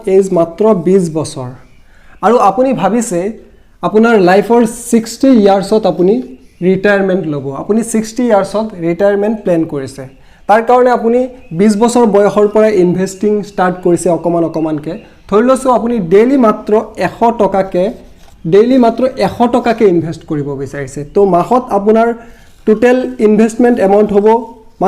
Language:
Assamese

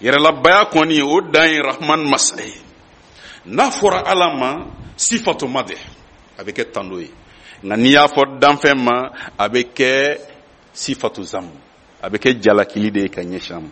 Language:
Bambara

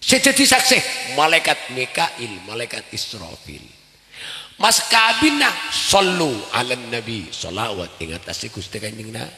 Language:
Madurese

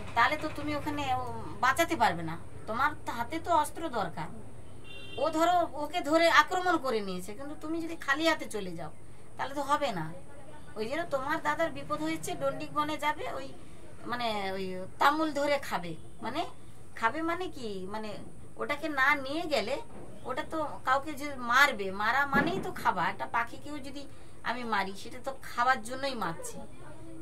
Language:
Bangla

